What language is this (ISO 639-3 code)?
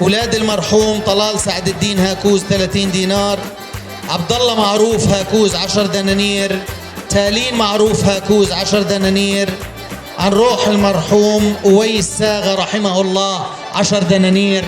apc